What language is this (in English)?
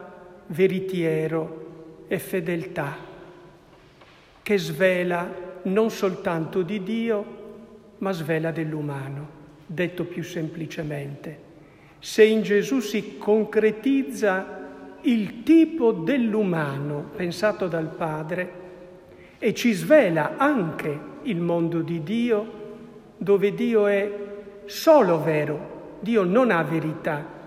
Italian